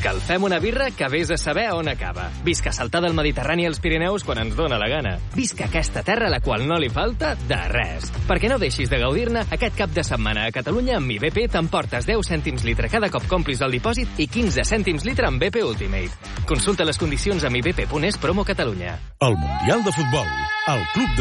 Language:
Catalan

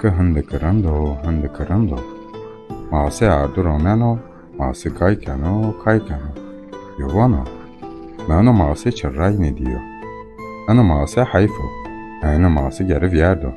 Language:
Zaza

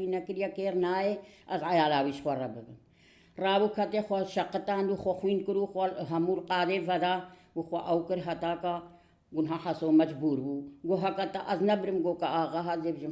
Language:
Kurdish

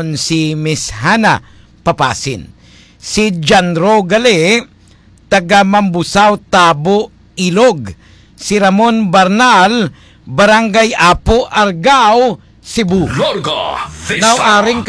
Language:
Hiligaynon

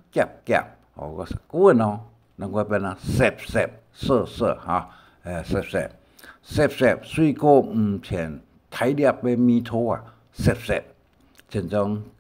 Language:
Hakka Chinese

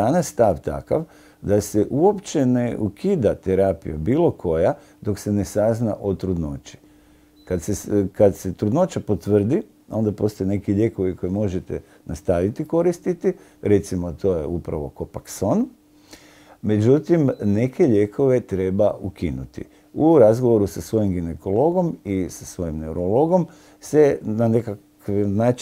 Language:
Croatian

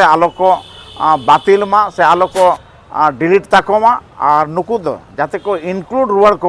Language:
Santali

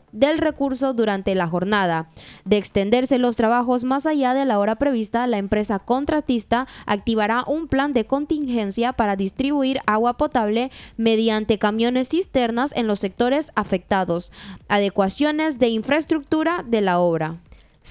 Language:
Spanish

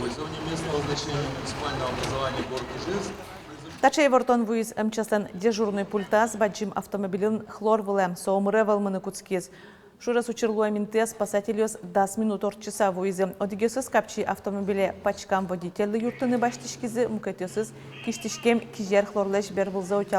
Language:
Udmurt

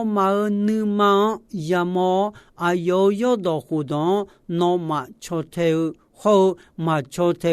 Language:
Akha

